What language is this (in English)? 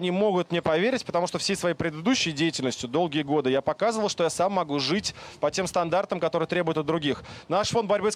Russian